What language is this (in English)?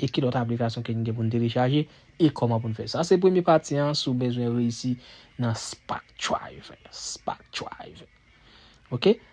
Haitian Creole